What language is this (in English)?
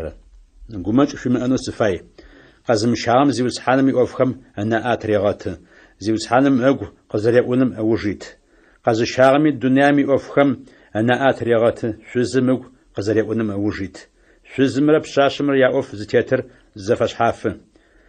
Adyghe